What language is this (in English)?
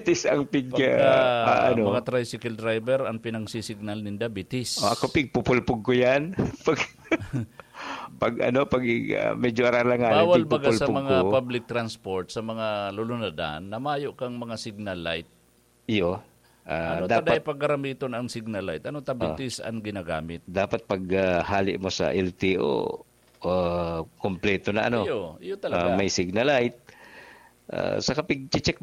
Bikol